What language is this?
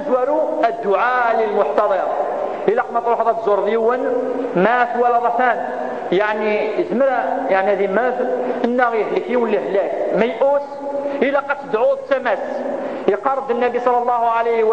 Kabyle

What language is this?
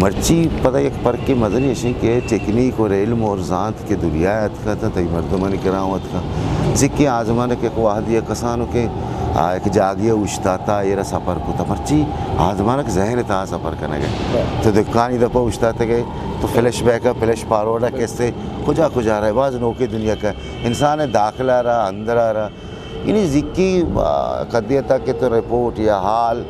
Eastern Balochi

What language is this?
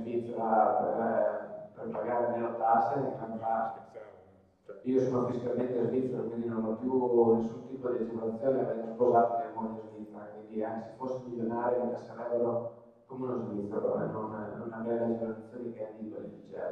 Italian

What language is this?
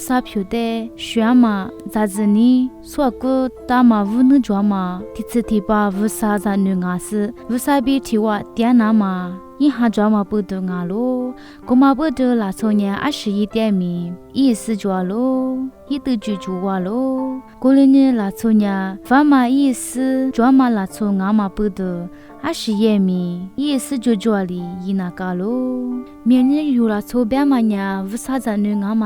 Lisu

